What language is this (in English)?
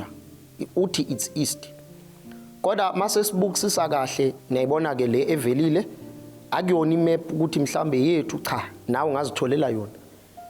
Zulu